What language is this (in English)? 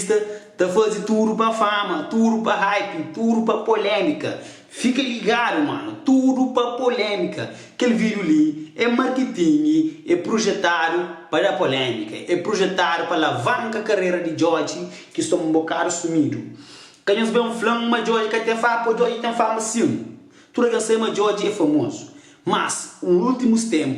Kabuverdianu